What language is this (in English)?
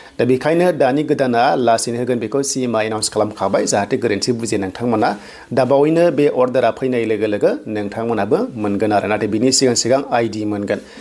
Bodo